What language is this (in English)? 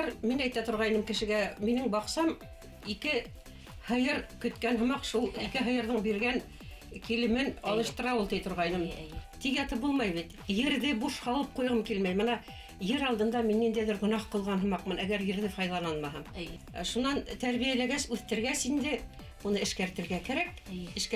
Bashkir